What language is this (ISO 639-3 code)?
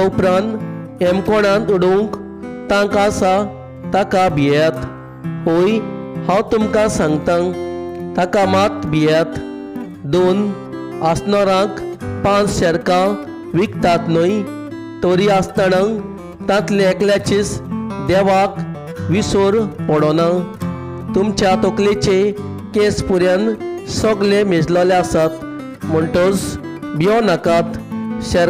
kok